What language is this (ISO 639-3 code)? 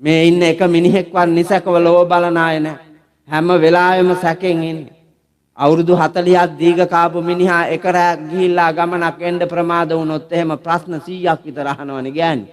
sin